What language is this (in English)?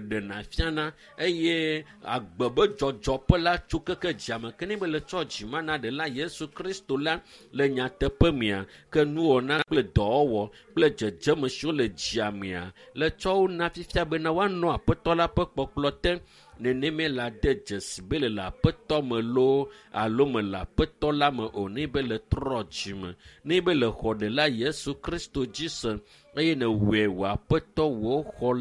Ewe